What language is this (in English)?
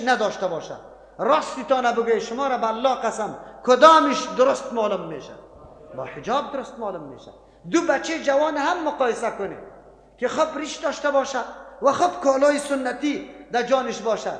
Persian